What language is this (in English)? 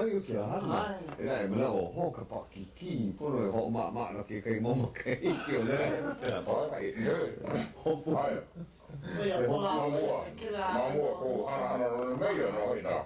Hawaiian